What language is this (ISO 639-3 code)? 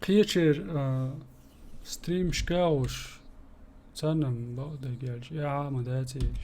che